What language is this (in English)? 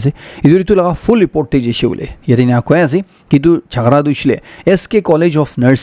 Naga Pidgin